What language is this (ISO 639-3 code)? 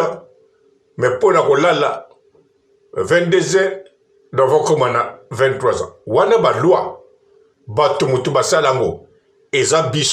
lin